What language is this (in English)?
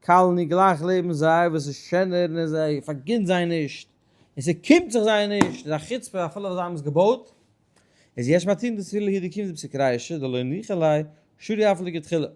Yiddish